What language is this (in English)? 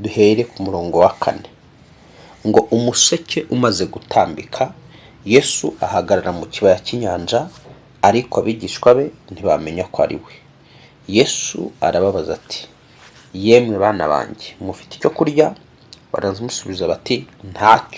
Kinyarwanda